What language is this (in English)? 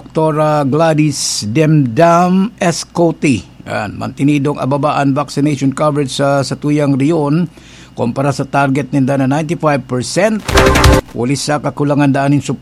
Bikol